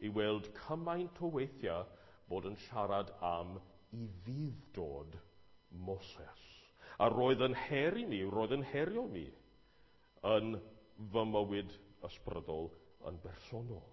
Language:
Welsh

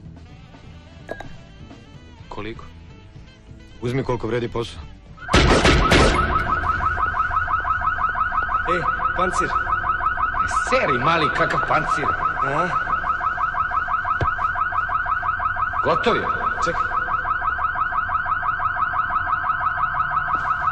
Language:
Serbian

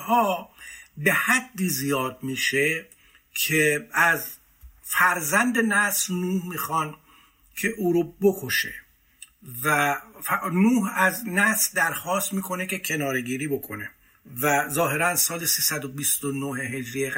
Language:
Persian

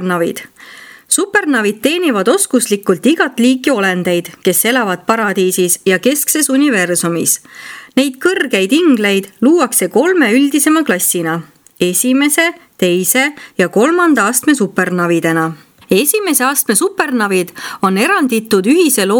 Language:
Estonian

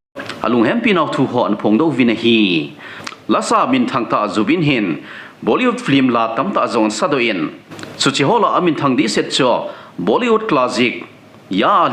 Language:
Thado Chin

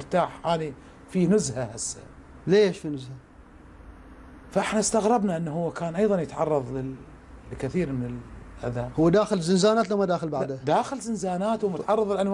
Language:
Mesopotamian Arabic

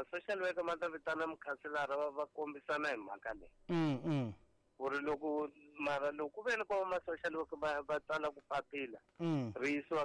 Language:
Tsonga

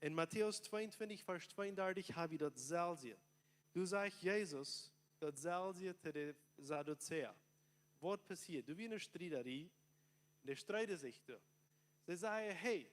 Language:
Plautdietsch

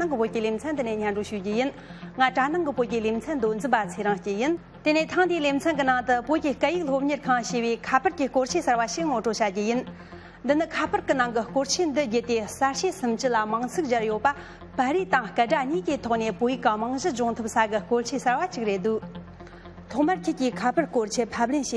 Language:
Tibetan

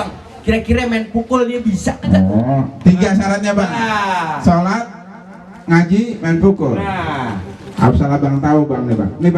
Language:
Betawi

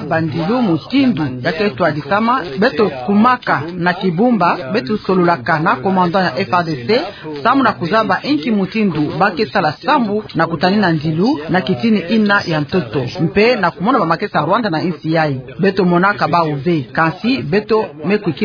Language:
Kituba (Democratic Republic of Congo)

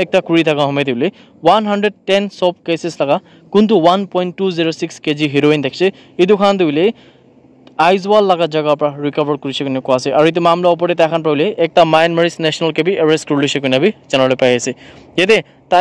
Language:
Naga Pidgin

